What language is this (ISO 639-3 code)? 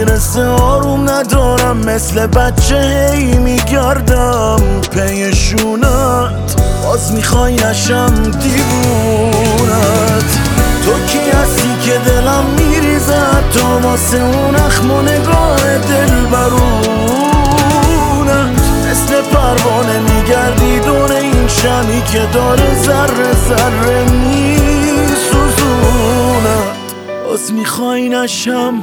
fas